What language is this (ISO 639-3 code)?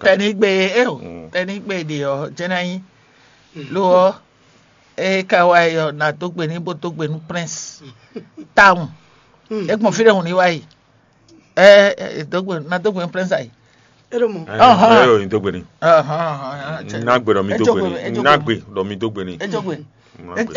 fon